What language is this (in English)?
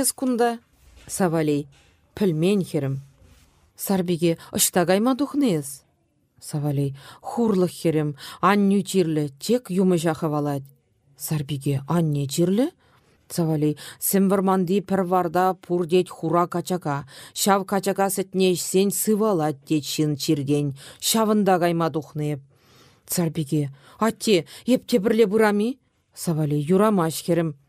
Chuvash